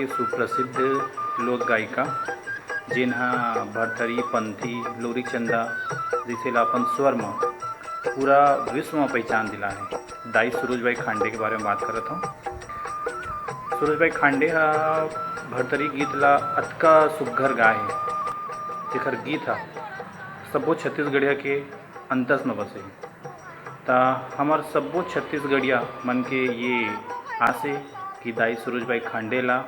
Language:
Chhattisgarhi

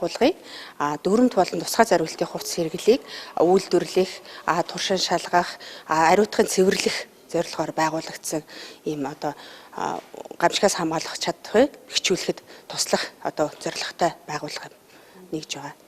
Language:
Mongolian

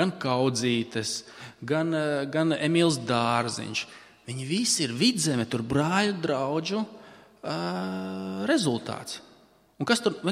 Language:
Latvian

